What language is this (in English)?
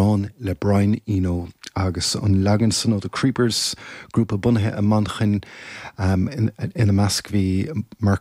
Irish